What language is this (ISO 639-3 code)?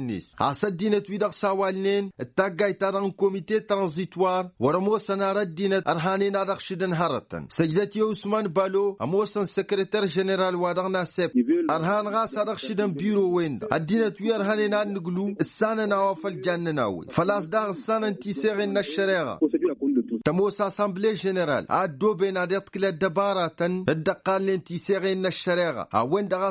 taq